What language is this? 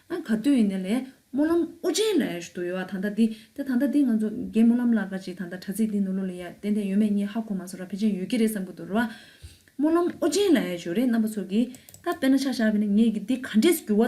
Tibetan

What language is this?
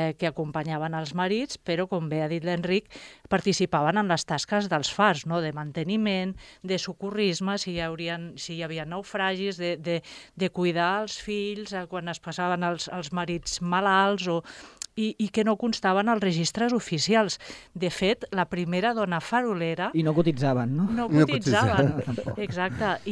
Catalan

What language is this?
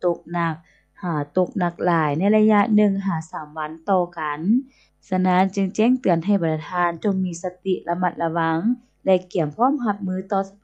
Lao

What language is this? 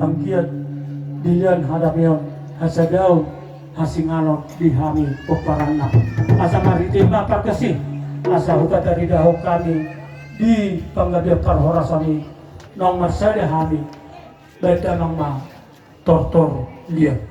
Batak Toba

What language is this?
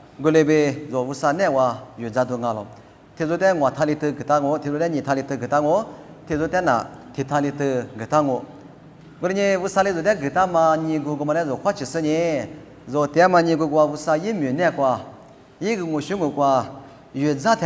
Lisu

